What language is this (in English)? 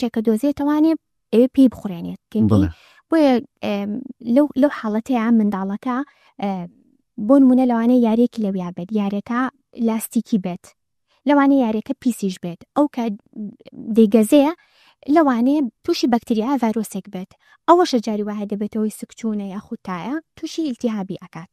Central Kurdish